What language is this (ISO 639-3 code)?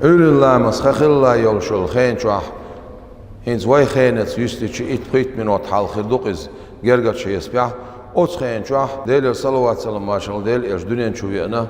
che